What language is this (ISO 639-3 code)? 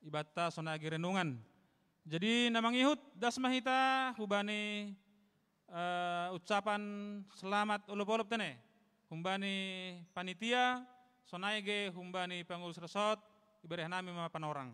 bts